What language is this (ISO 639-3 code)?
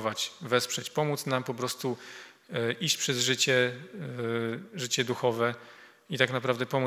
pol